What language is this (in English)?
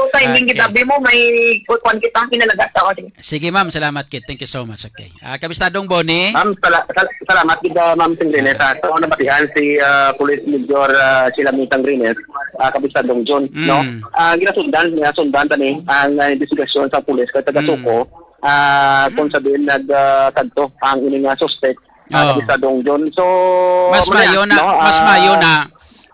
Hiligaynon